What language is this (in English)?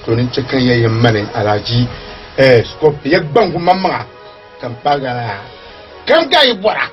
Dagbani